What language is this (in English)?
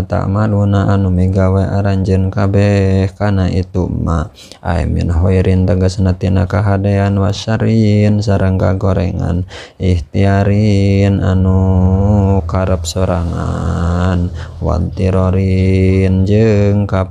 Sundanese